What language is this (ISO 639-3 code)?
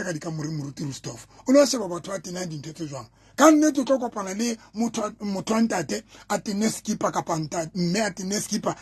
sot